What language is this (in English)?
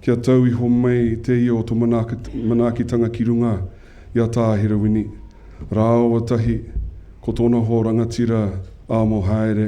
Māori